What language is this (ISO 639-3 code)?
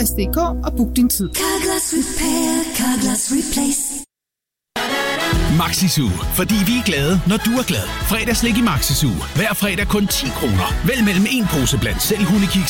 dan